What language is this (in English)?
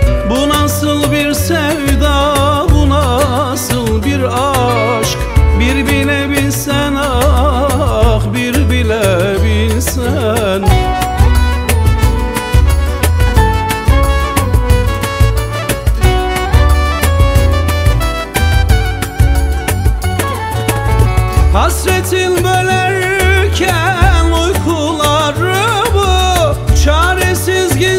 Turkish